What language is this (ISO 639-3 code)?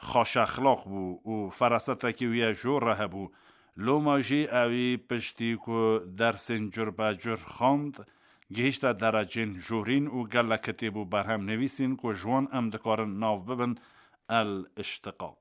kur